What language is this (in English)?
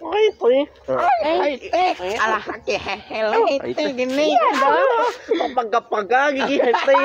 Minangkabau